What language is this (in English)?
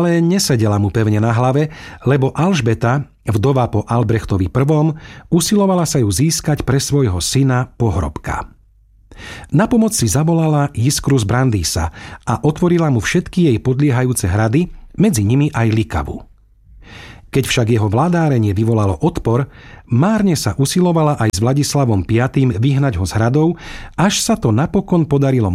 Slovak